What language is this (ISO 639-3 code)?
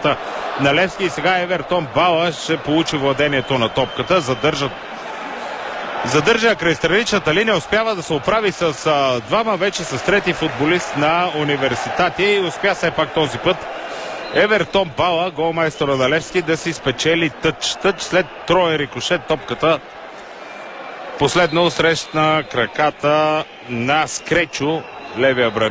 bul